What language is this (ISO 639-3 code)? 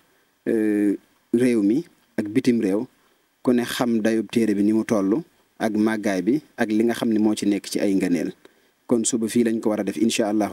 wol